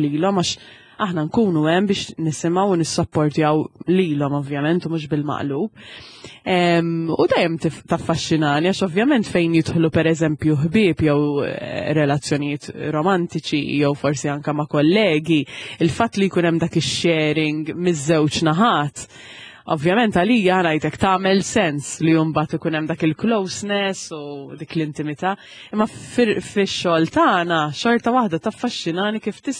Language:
Maltese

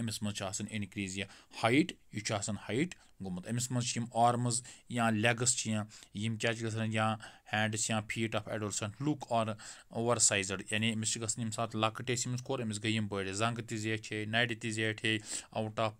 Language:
Kashmiri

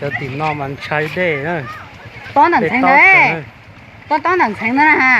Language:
Hmong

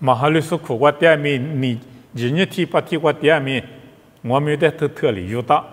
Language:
Lisu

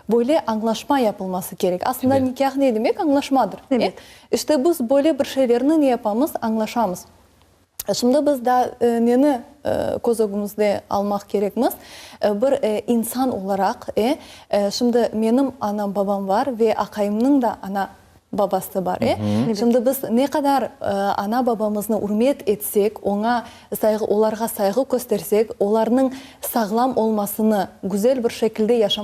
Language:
Crimean Tatar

